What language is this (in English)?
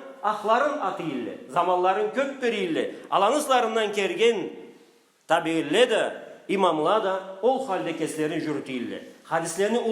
Karachay-Balkar